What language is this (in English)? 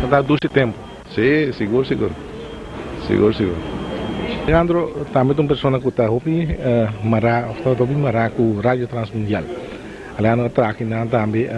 Papiamento